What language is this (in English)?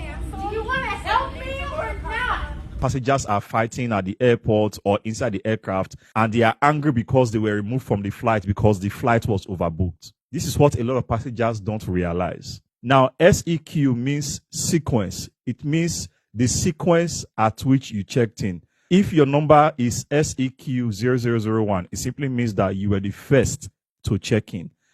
English